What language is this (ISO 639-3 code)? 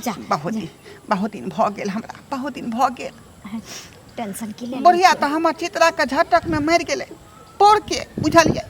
mai